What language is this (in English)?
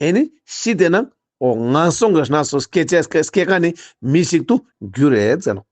Ladakhi